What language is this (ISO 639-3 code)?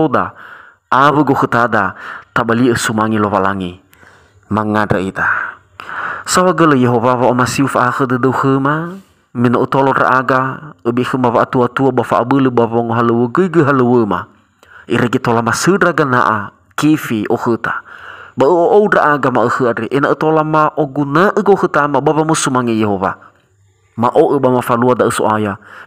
nia